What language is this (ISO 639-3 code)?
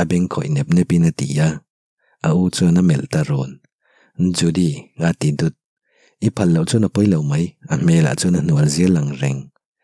lus